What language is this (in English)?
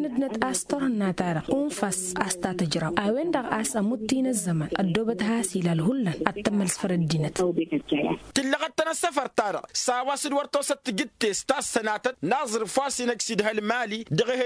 Tamasheq